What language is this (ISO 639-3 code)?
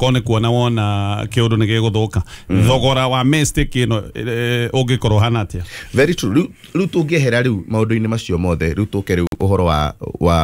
kik